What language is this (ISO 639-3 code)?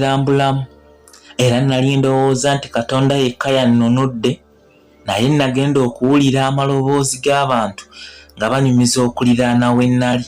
lug